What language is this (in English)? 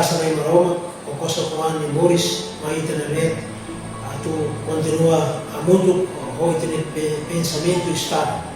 Tetum